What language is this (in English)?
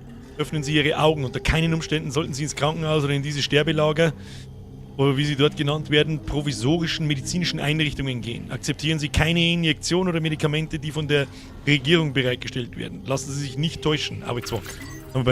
Bavarian